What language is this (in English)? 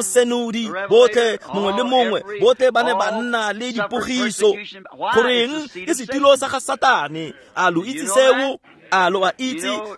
Tswana